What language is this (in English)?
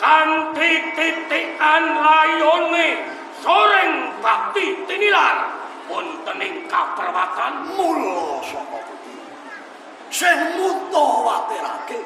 Javanese